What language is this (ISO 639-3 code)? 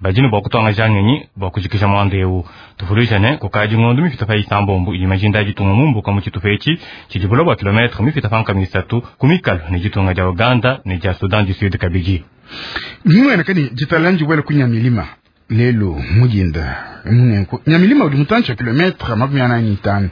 lua